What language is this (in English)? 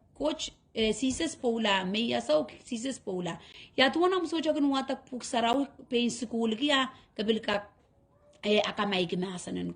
Pohnpeian